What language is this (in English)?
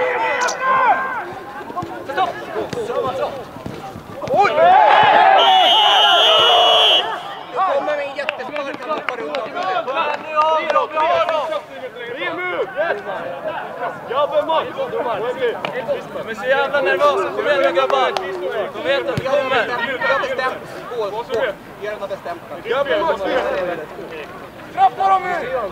Swedish